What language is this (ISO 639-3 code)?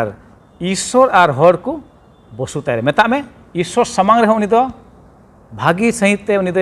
sat